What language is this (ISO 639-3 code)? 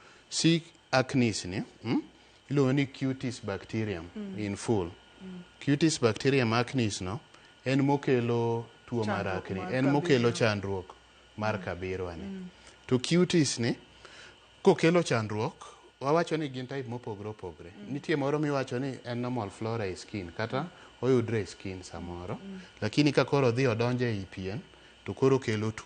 luo